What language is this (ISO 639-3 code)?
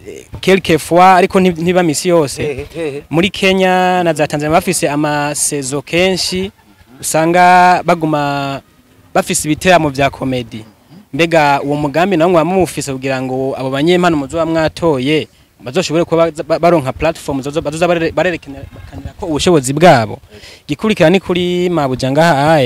run